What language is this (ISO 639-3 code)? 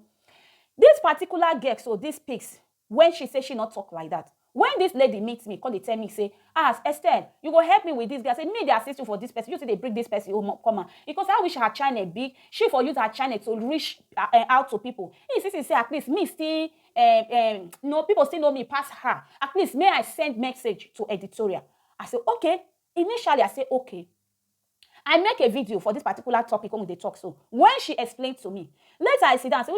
pcm